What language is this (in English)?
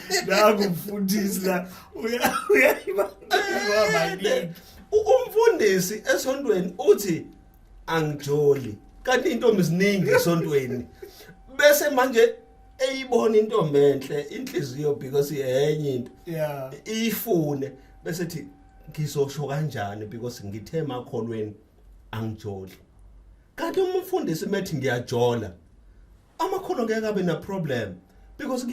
Zulu